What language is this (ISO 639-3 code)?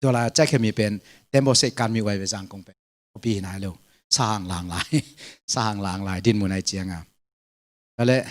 ctd